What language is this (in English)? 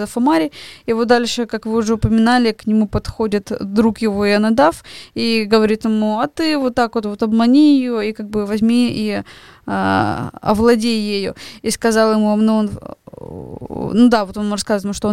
Russian